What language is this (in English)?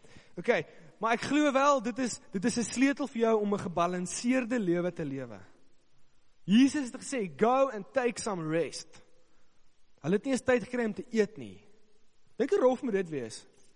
Afrikaans